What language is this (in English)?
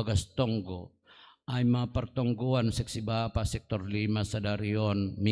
Batak Simalungun